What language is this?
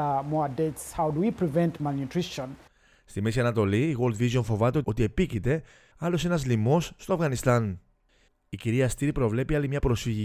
Greek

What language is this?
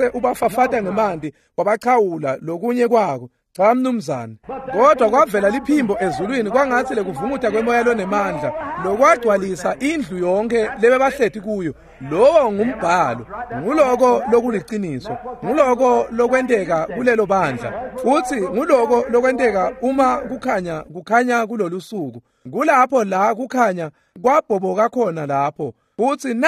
Swati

